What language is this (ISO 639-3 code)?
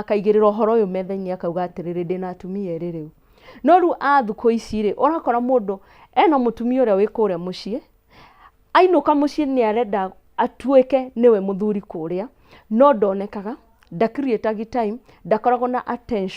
kik